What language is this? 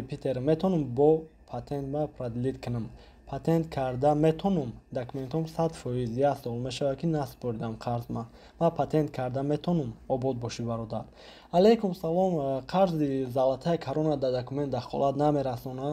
Tajik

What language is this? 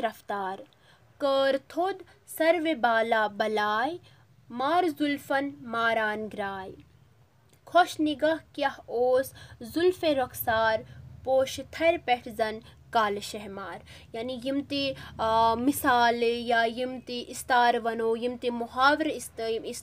Kashmiri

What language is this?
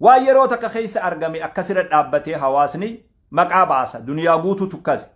Oromo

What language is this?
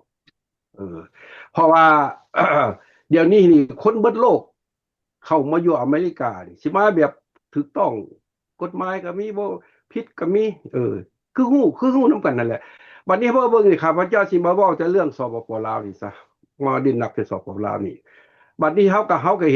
Lao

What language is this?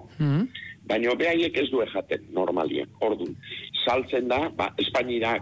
Basque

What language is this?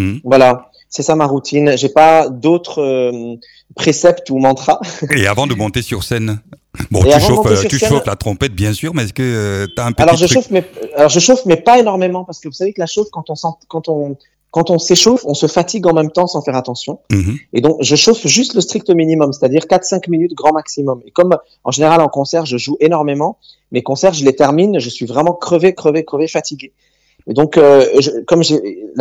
French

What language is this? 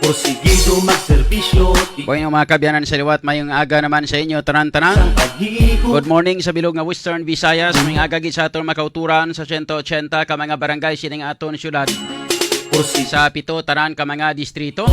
Hiligaynon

